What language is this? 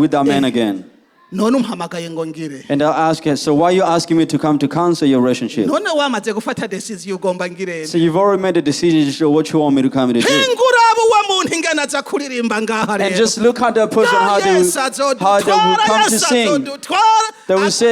Rundi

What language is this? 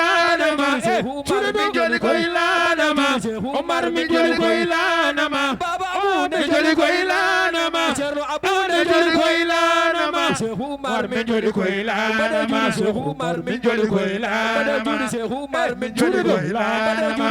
Fula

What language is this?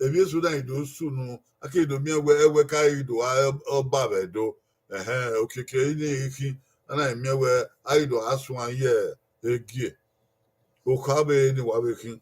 Bini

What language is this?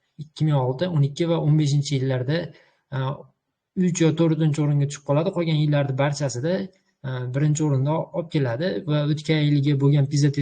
Uzbek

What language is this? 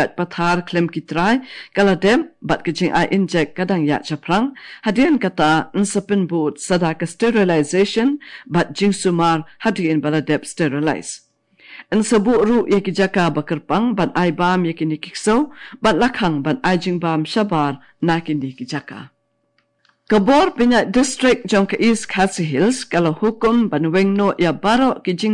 Khasi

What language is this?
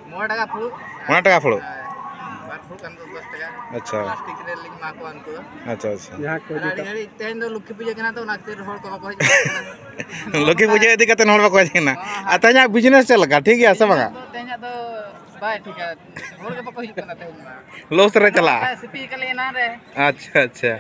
Santali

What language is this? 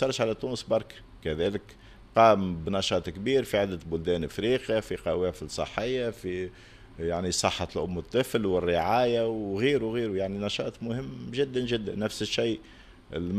Tunisian Arabic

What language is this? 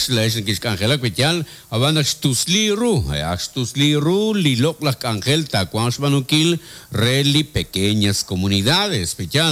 Kekchí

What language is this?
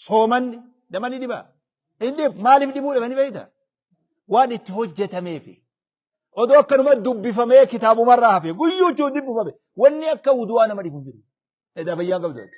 Oromo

